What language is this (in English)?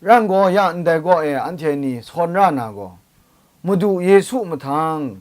Kachin